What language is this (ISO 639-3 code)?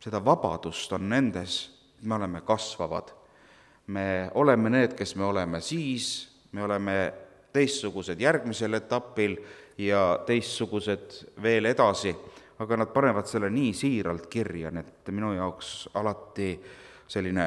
est